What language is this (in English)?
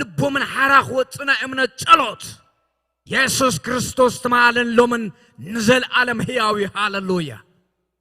Tigrinya